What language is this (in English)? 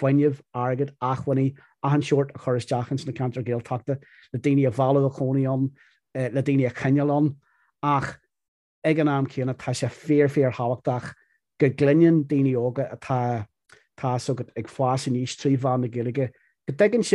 Irish